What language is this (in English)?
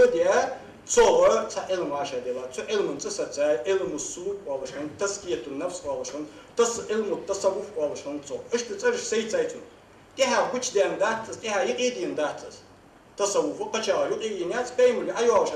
Ingush